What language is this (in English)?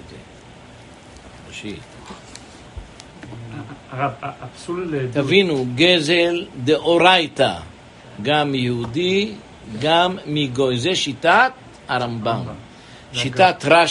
Hebrew